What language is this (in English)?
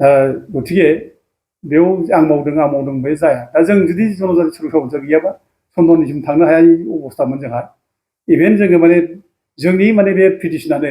Bodo